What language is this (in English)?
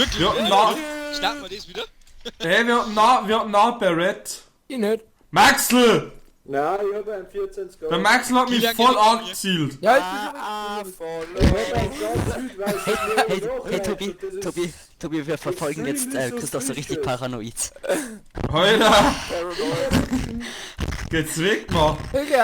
Bavarian